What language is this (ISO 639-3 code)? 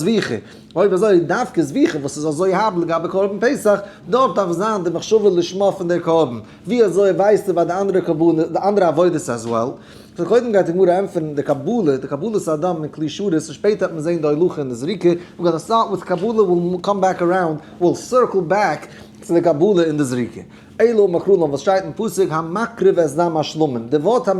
yid